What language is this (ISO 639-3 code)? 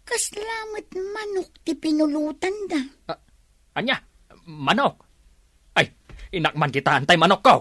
ilo